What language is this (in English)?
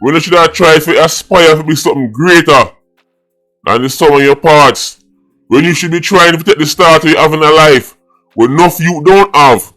Jamaican Creole English